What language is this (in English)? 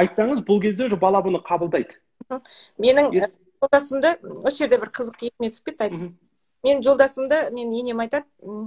Kazakh